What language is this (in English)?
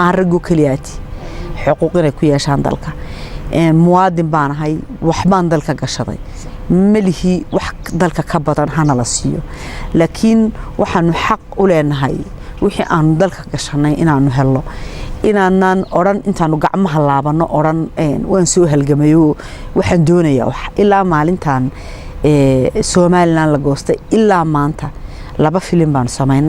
Somali